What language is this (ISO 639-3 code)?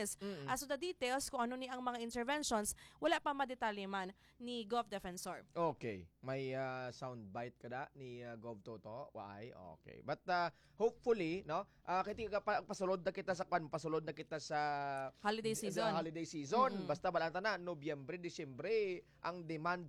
hil